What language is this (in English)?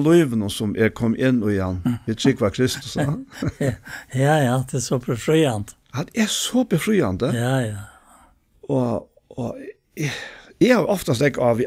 Faroese